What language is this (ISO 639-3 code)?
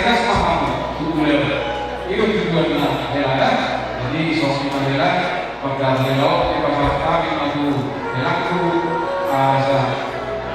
bbc